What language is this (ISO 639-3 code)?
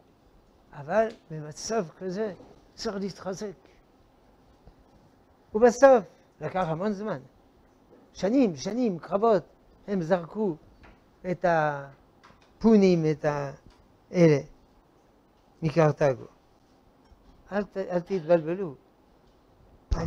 heb